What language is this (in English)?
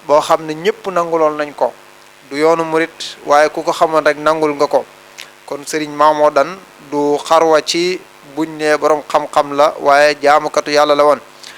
Wolof